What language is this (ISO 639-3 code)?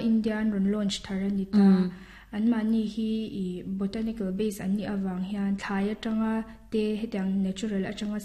lus